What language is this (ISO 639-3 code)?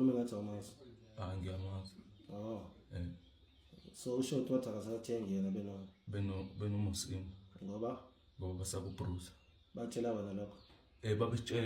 zul